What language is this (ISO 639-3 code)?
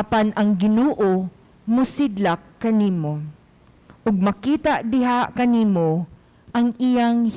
ceb